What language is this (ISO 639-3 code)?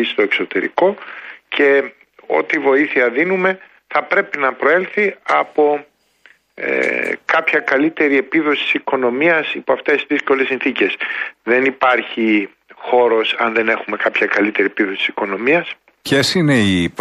ell